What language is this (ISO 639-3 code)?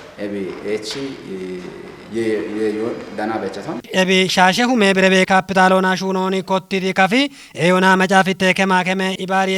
kbr